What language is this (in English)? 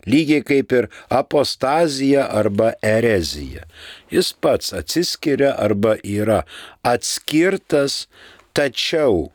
Lithuanian